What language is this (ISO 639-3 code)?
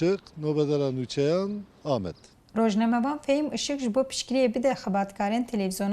kur